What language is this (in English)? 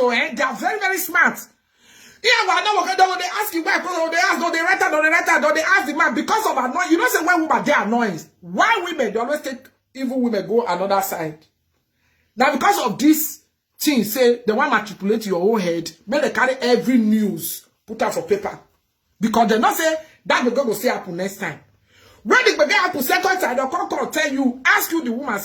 Nigerian Pidgin